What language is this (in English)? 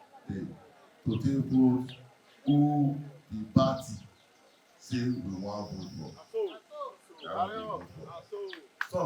Nigerian Pidgin